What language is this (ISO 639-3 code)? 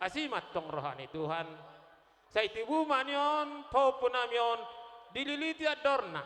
bbc